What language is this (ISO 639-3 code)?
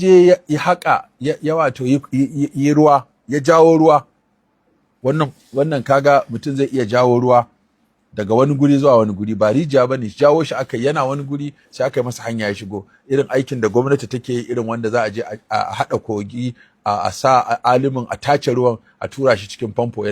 hau